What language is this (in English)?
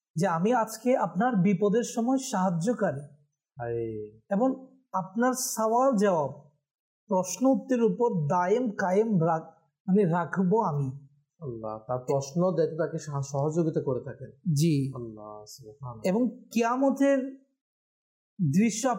Bangla